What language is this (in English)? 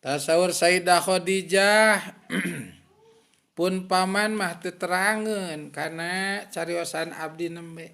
Sundanese